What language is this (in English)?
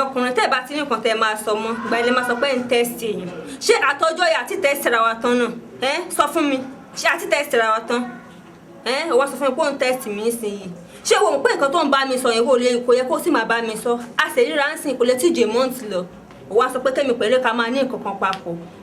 Yoruba